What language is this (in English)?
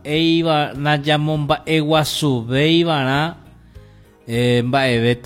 Guarani